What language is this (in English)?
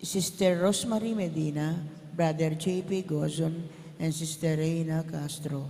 Pampanga